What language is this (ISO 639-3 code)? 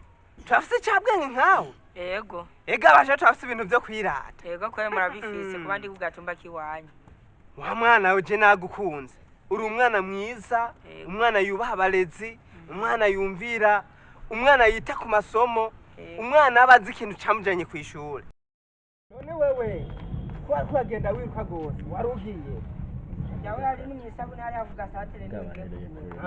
run